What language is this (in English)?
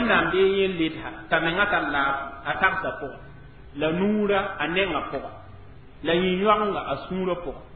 Mossi